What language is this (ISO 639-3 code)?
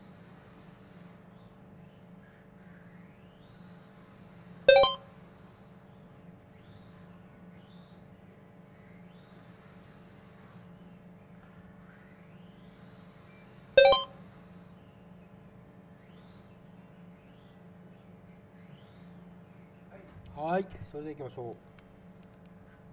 jpn